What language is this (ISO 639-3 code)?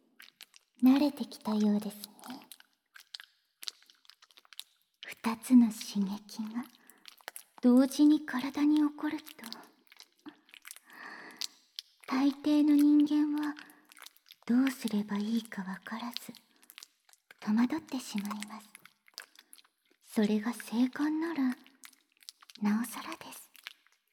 jpn